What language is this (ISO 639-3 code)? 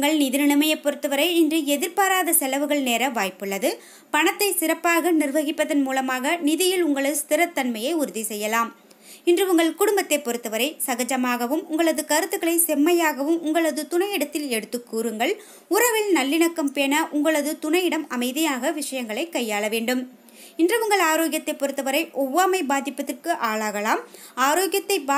tam